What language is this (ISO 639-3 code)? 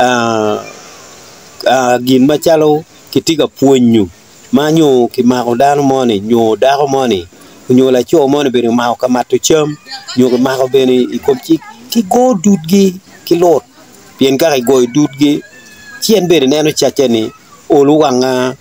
ach